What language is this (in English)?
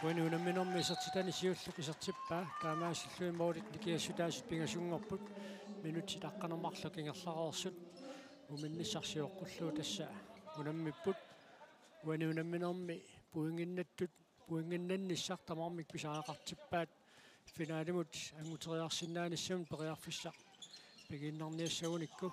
Kalaallisut